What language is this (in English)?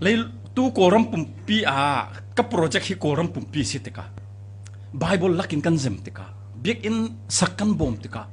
Falam Chin